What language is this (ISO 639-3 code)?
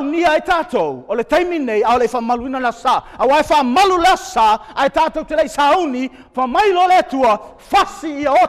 smo